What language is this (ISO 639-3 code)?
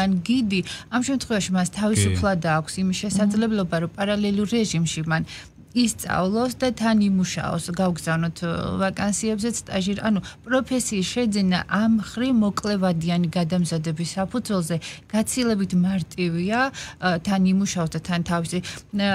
kat